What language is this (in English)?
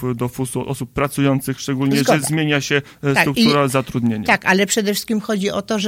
Polish